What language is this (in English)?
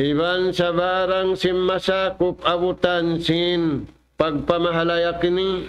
Tausug